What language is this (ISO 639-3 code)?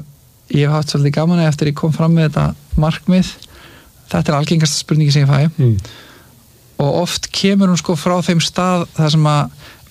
isl